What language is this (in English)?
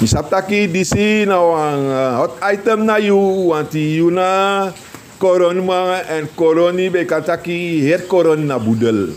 Sranan Tongo